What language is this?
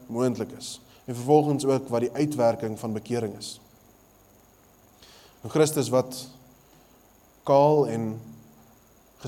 Afrikaans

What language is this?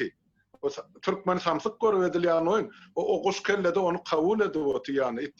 Turkmen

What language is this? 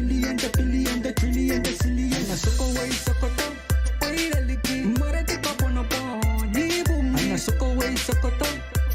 Pohnpeian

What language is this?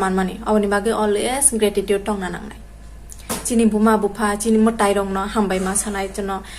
Kok Borok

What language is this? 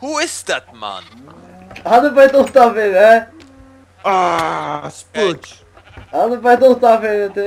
Faroese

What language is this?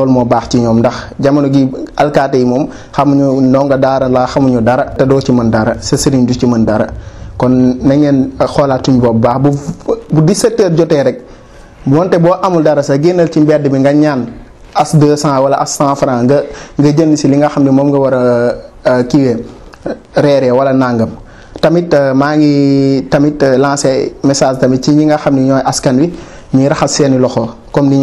Wolof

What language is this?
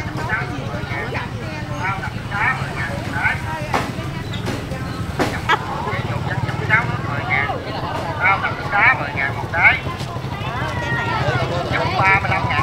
Vietnamese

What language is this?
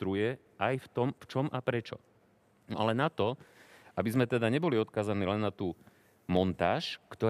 Slovak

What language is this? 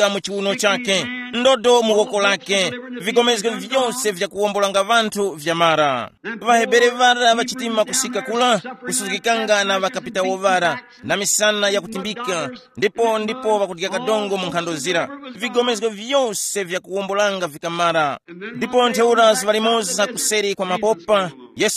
Tumbuka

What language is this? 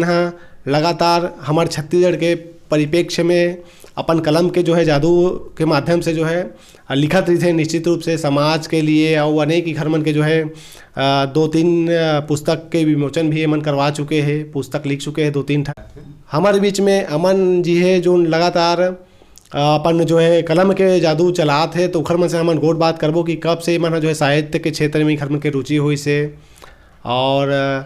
Chhattisgarhi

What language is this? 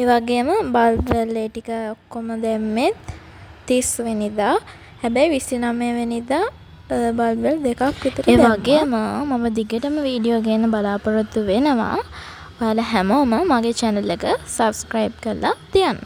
Sinhala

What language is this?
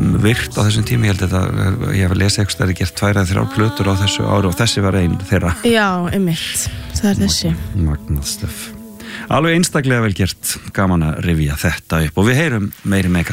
Icelandic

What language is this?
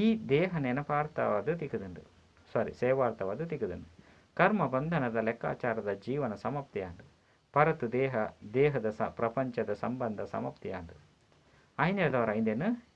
Tulu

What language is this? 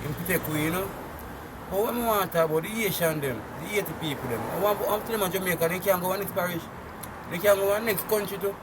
Jamaican Creole English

